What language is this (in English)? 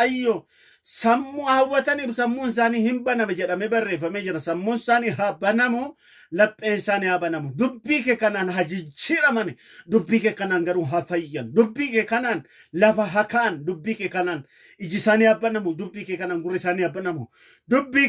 Oromo